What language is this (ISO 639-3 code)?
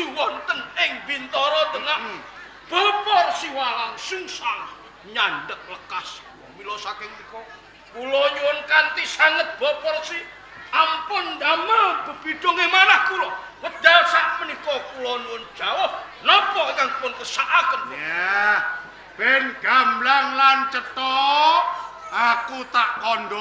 jav